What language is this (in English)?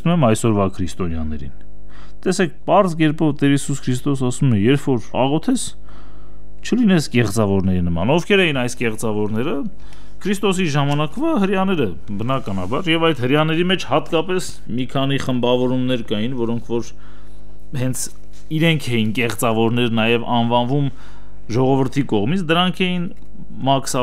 Armenian